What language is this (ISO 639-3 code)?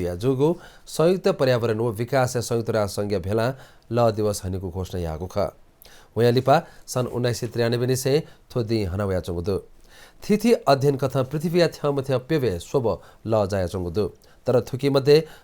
new